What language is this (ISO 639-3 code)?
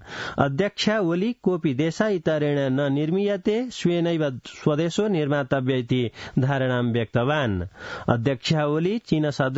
san